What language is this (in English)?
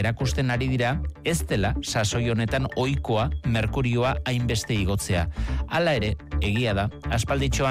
Basque